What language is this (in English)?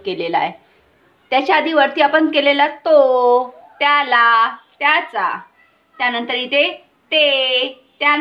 Marathi